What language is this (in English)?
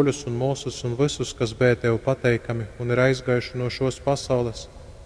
Latgalian